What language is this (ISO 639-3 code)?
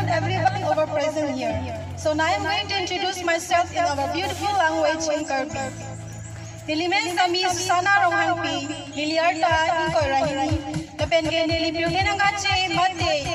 mjw